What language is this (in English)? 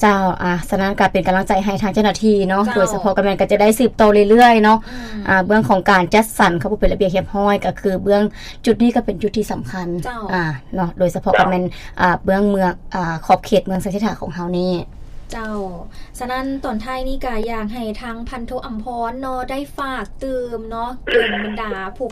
Lao